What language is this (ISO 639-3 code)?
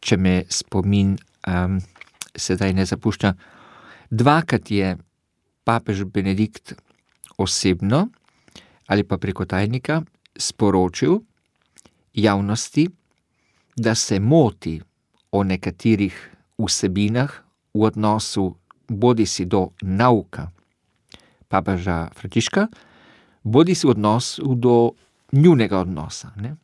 slv